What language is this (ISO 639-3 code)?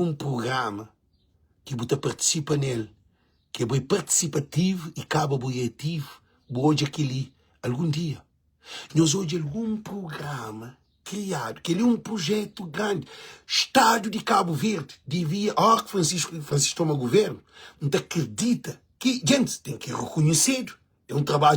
kea